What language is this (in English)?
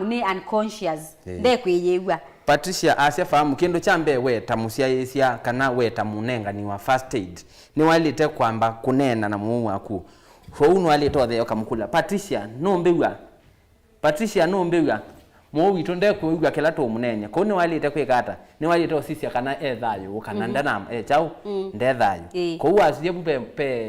Kamba